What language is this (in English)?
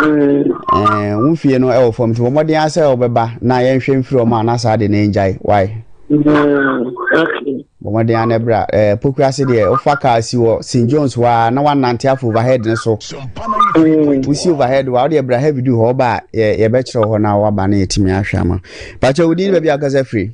Akan